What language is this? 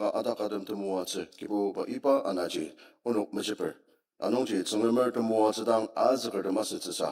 Ao Naga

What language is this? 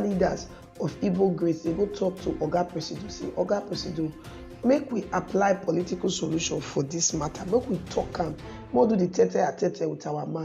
Nigerian Pidgin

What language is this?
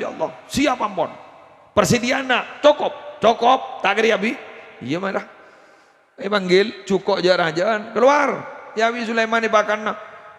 Madurese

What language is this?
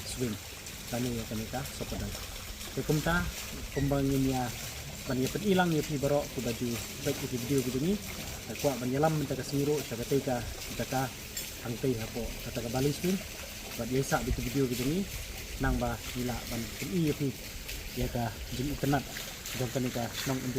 Khasi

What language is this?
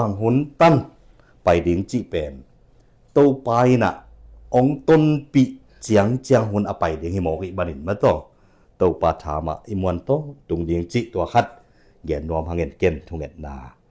Tedim Chin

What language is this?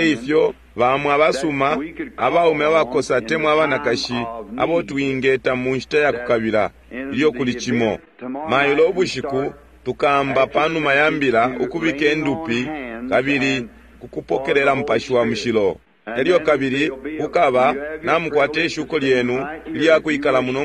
Bemba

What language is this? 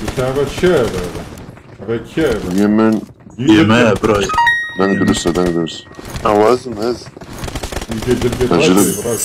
Kurdish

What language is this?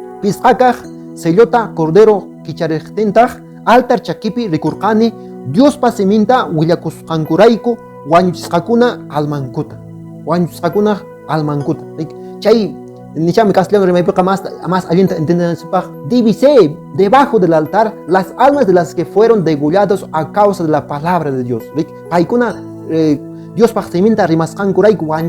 Quechua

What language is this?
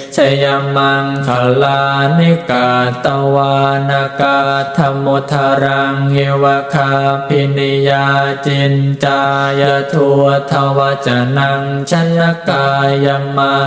Pali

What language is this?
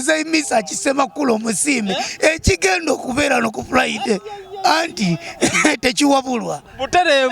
Ganda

